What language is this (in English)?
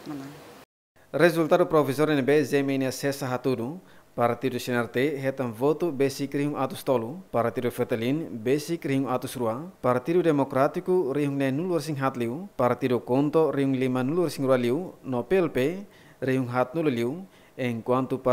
Tetum